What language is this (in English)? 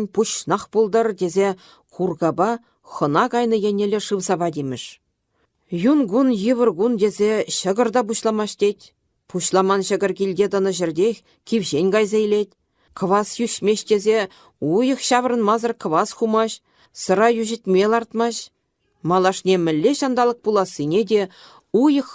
Chuvash